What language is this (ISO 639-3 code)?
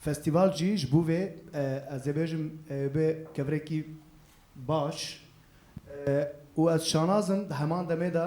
kur